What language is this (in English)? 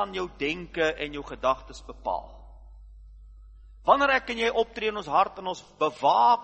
Afrikaans